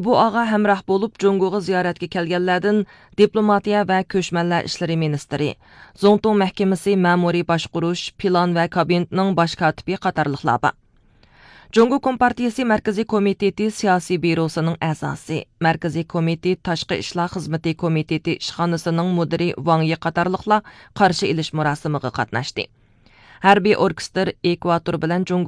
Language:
Uyghur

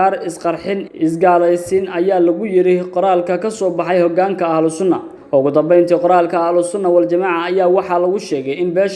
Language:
Somali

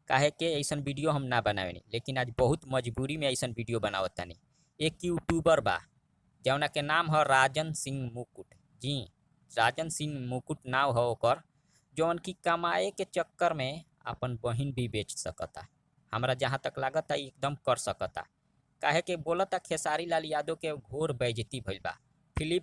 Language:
Bhojpuri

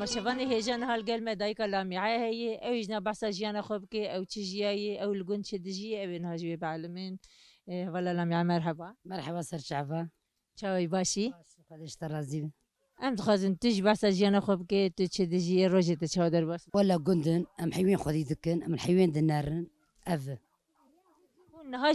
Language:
Kurdish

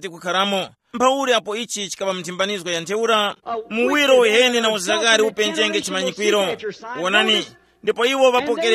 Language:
Tumbuka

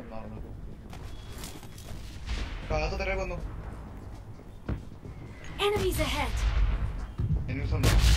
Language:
Malayalam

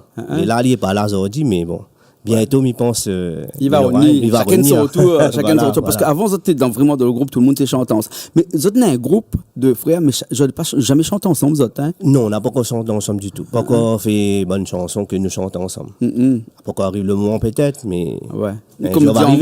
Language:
Réunion Creole French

